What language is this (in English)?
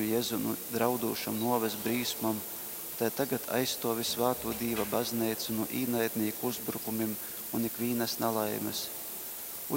Latgalian